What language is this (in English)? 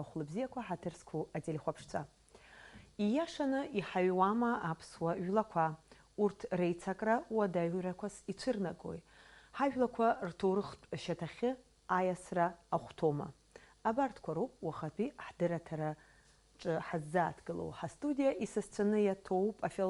Abkhazian